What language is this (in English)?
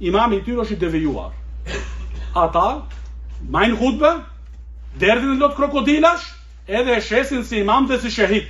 Albanian